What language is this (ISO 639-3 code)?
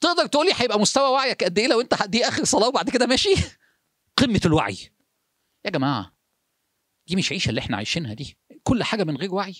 arz